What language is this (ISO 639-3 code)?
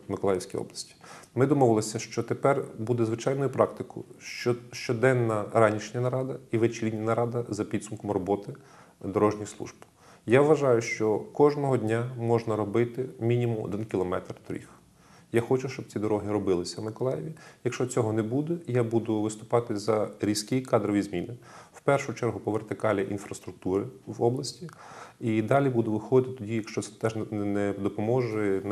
ukr